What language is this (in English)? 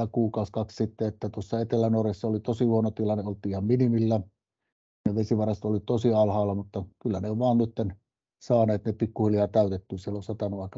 Finnish